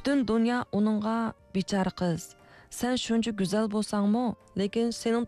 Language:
Uyghur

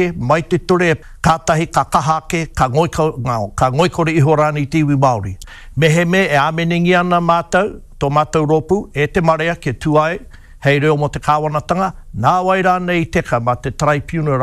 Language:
Māori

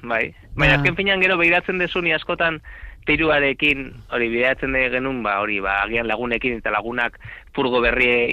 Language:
Basque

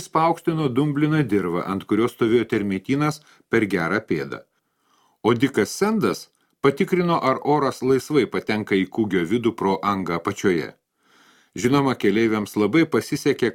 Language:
Lithuanian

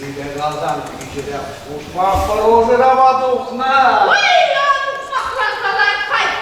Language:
Chuvash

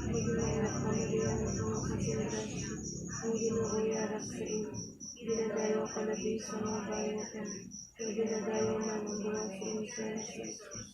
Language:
Hiligaynon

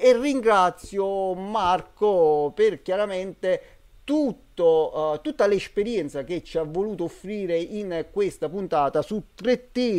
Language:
Italian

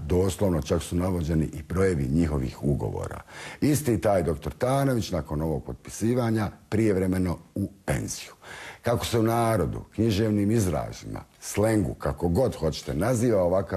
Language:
Bosnian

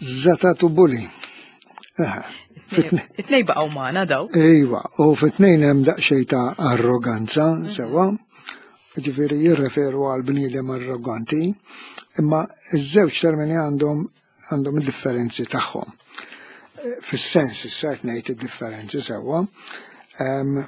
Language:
Maltese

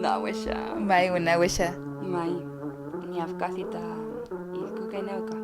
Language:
Mapuche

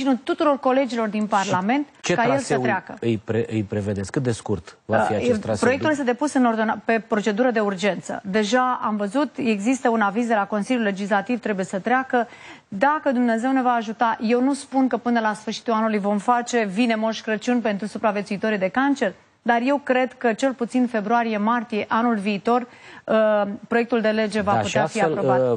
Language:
Romanian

